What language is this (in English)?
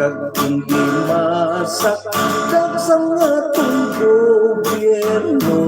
Hiligaynon